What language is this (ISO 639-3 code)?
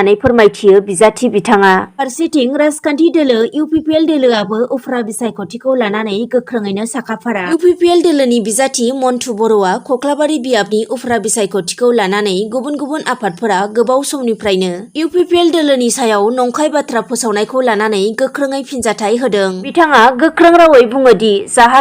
brx